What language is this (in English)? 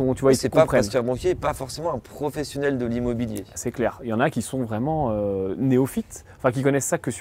French